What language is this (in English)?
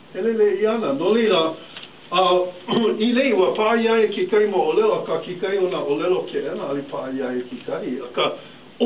Hawaiian